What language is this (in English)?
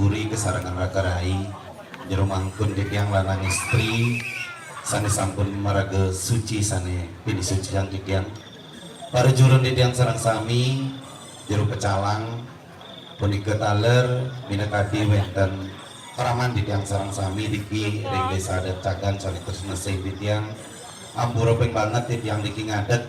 Balinese